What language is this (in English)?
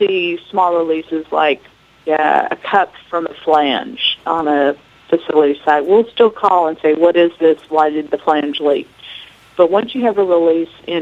English